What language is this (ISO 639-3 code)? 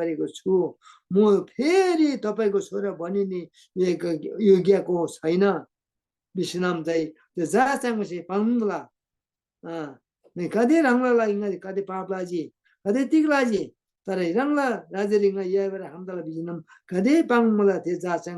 taj